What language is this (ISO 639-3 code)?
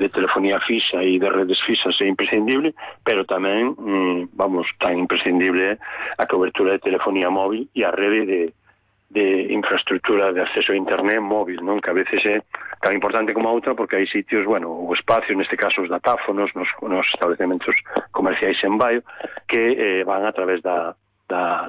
glg